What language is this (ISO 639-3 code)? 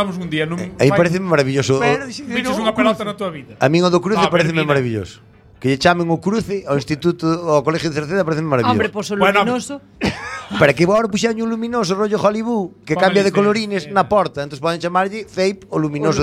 glg